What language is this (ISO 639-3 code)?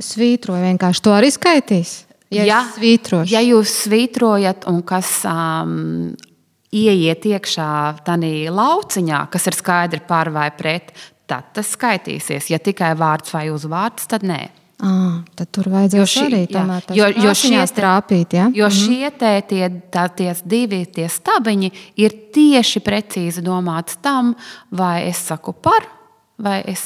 lav